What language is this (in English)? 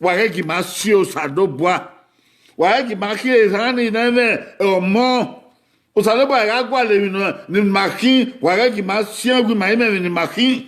Bini